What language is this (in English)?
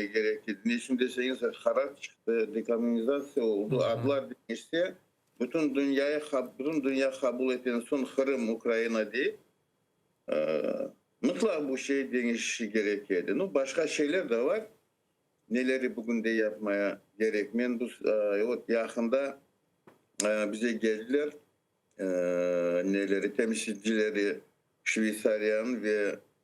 Crimean Tatar